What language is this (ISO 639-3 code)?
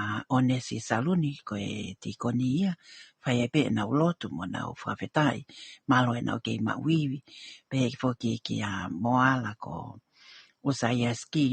ton